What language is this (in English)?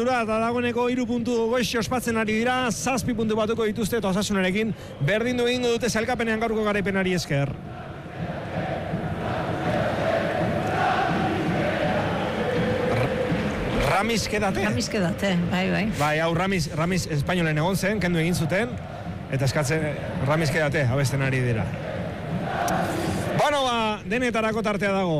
Basque